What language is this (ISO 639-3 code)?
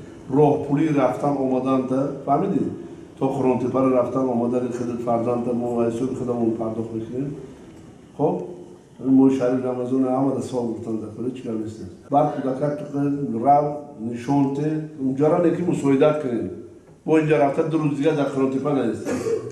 tgk